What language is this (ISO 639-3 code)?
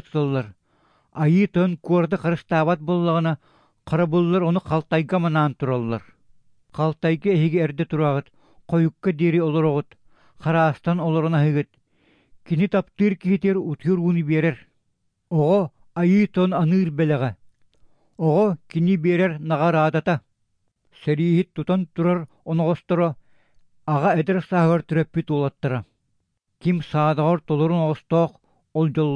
sah